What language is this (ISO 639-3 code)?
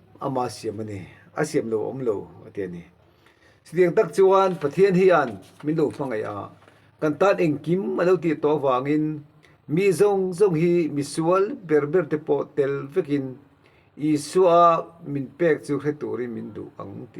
lus